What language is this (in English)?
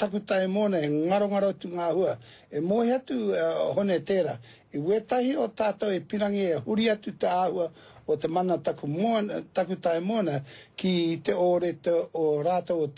Māori